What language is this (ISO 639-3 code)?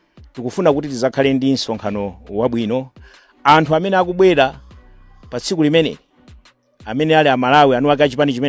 nya